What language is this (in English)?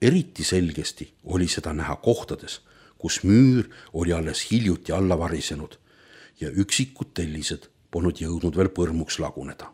Estonian